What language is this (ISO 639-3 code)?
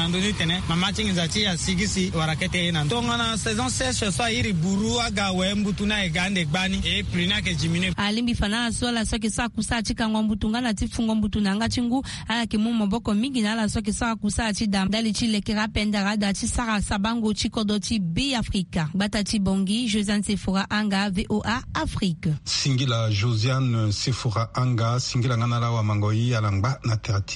sag